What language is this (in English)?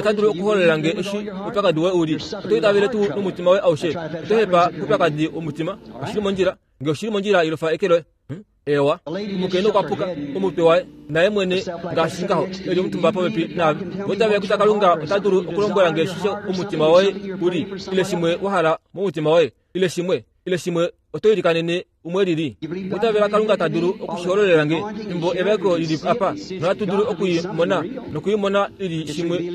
Kuanyama